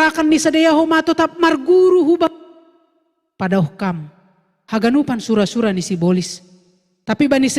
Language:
Batak Simalungun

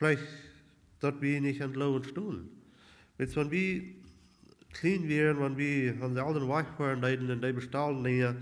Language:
Plautdietsch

